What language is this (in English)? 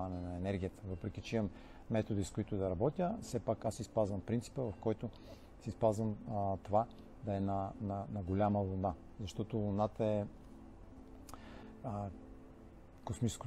Bulgarian